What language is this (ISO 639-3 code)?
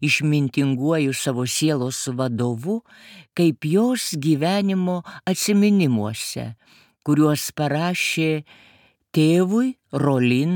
lit